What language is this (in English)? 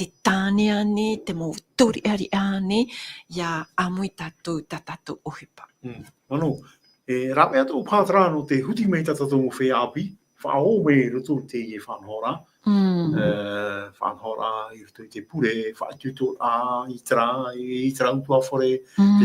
Tahitian